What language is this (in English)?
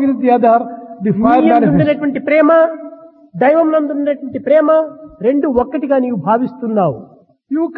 Telugu